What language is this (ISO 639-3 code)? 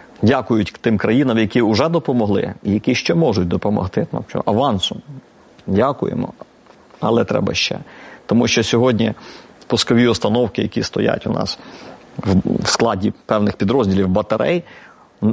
ukr